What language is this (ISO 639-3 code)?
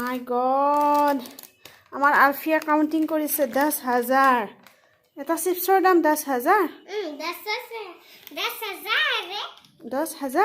asm